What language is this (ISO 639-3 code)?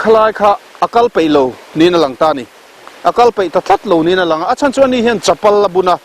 lus